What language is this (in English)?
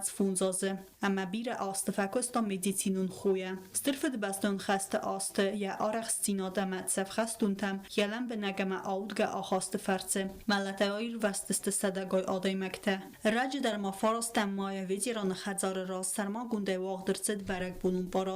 Ossetic